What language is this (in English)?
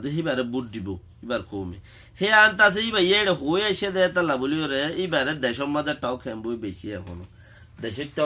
Rohingya